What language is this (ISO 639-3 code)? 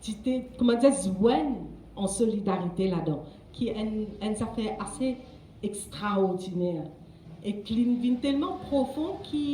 mfe